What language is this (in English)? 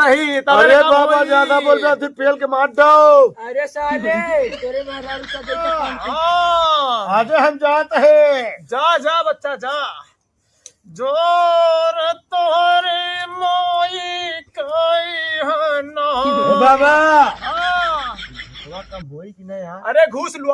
Awadhi